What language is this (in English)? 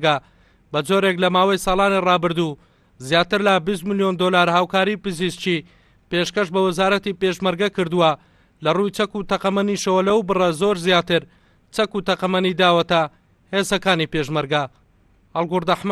Central Kurdish